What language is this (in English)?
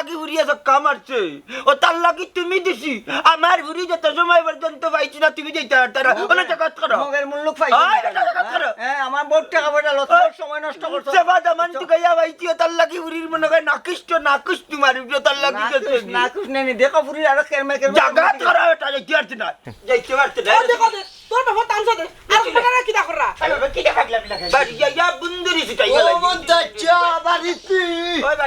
Sylheti